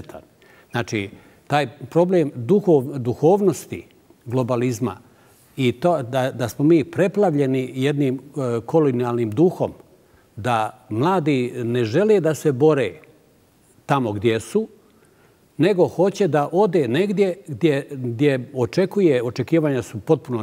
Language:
Bosnian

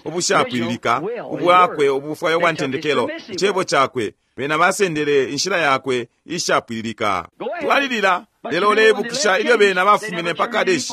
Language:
Bemba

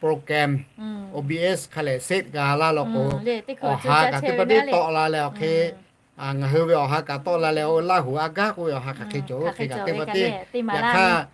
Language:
Lahu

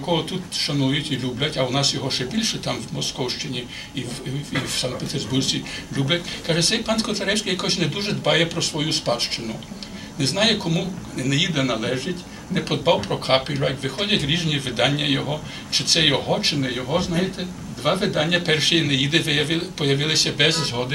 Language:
Ukrainian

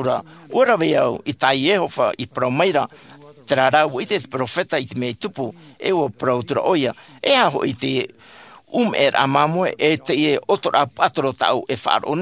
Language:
Tahitian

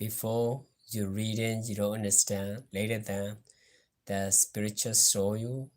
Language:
S'gaw Karen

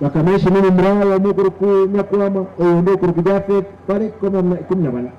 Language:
Gusii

